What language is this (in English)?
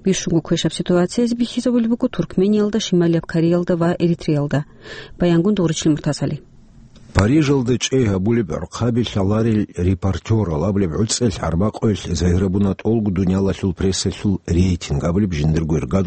Avaric